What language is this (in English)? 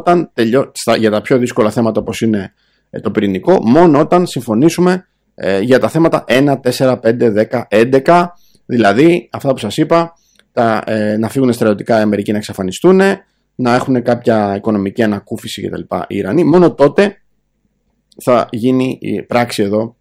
Greek